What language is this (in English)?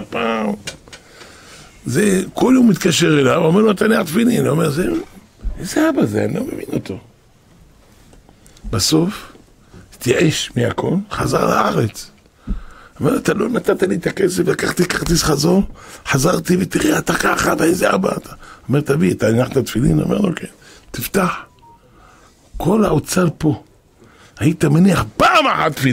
Hebrew